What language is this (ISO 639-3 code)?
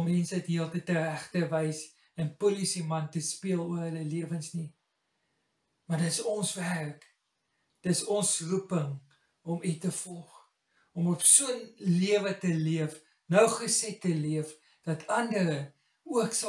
afr